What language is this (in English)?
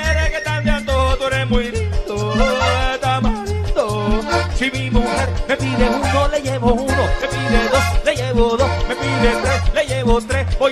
Spanish